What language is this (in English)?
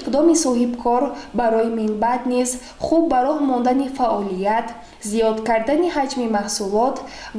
Tajik